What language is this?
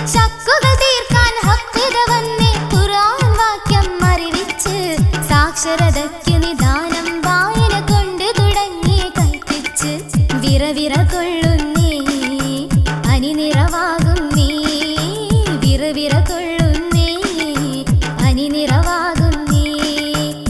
Malayalam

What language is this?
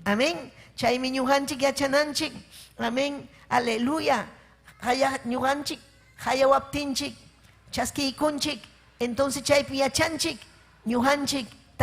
Ayacucho Quechua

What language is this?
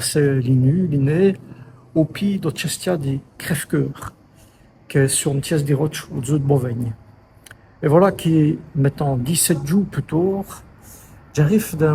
Walloon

